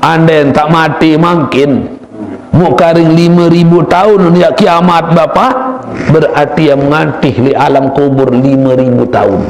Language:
Sasak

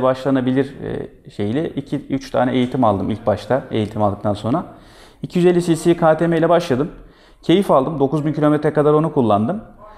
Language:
Turkish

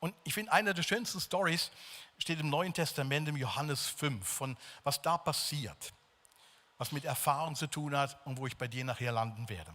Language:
Swiss German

